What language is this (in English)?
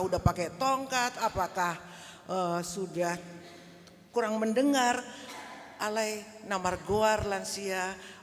Batak Toba